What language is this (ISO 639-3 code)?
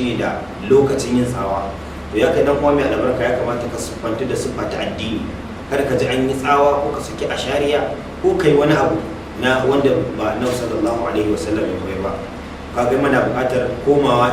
hau